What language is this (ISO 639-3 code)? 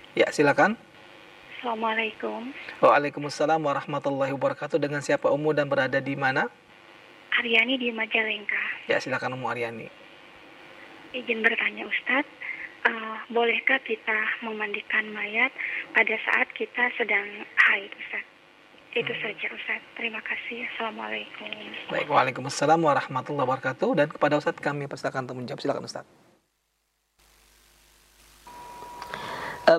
ind